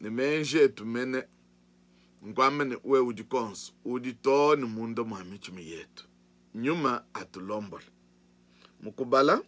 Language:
Luba-Lulua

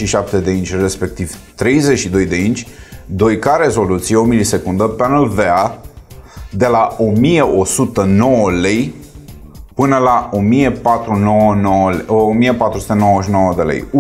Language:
Romanian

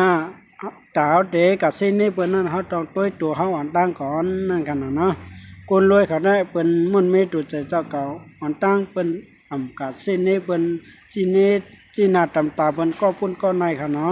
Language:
Shan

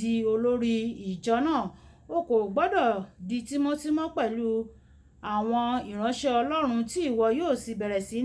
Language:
Yoruba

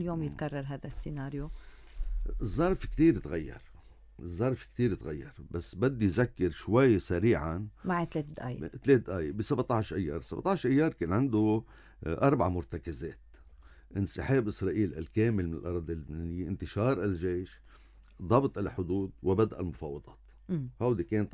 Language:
North Levantine Arabic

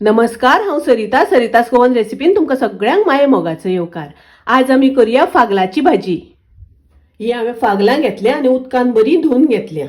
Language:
Konkani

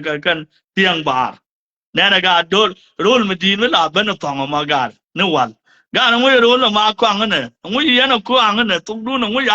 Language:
Nuer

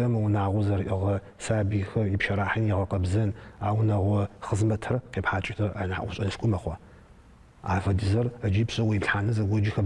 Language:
Adyghe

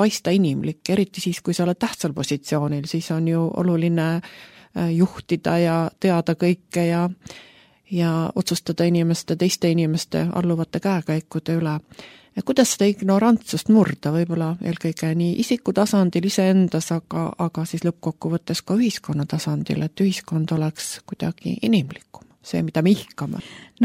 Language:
Estonian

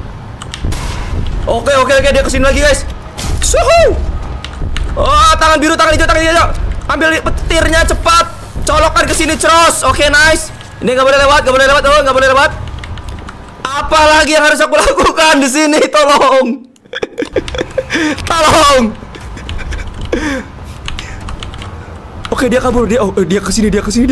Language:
Indonesian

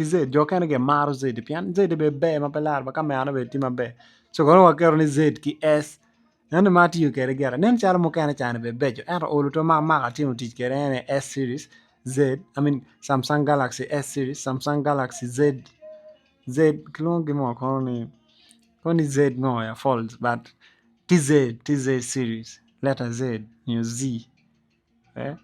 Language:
Acoli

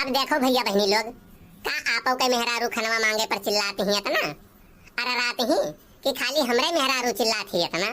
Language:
Awadhi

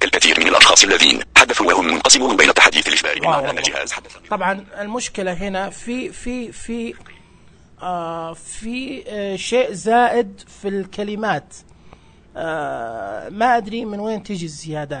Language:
Najdi Arabic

